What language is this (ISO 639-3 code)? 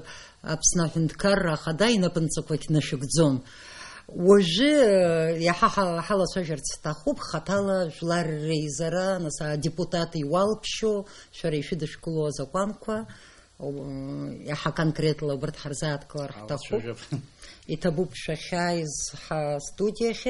abk